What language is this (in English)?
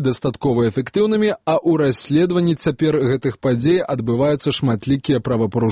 Belarusian